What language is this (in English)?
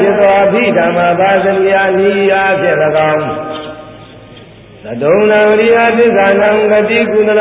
Burmese